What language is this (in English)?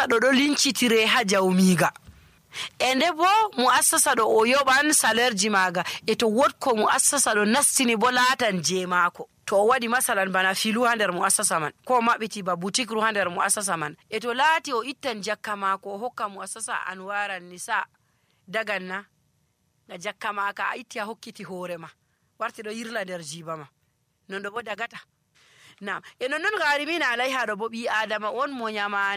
Nigerian Fulfulde